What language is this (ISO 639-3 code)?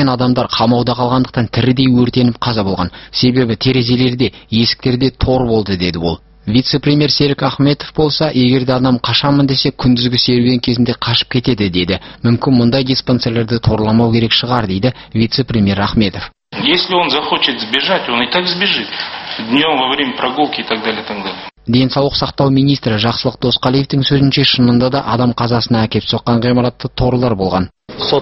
kaz